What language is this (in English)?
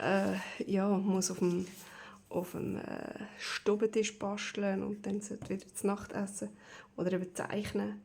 Swiss German